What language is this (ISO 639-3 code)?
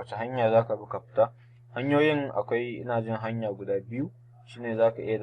hau